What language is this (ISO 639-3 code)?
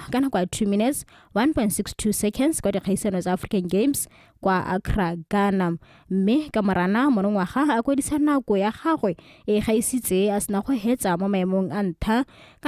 tsn